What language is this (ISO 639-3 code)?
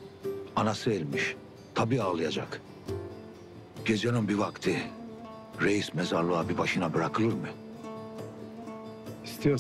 tur